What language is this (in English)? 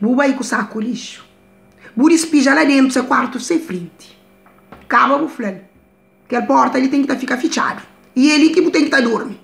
Kabuverdianu